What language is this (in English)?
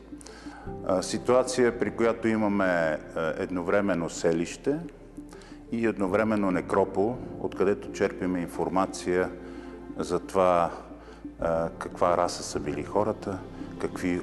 Bulgarian